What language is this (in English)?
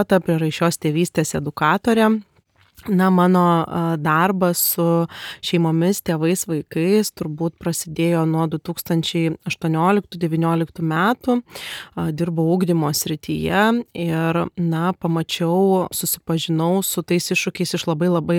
Lithuanian